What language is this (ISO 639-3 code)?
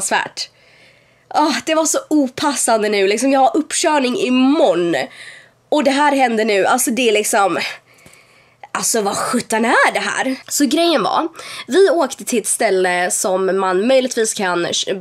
swe